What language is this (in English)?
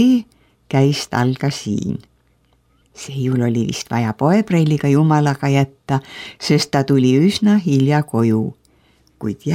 Estonian